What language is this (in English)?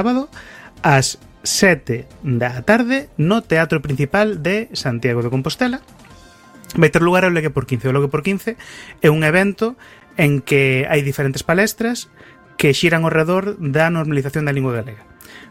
Galician